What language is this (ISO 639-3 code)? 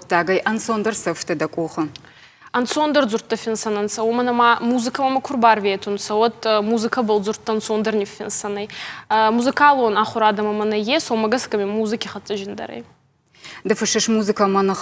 oss